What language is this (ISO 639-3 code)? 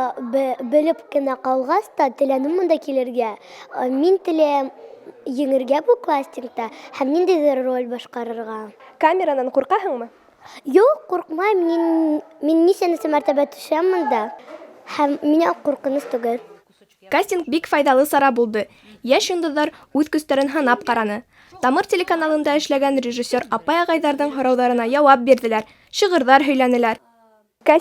bak